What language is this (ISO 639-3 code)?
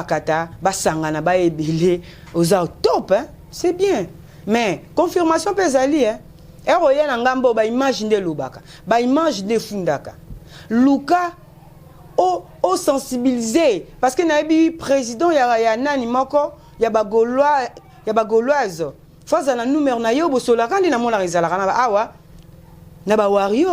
lin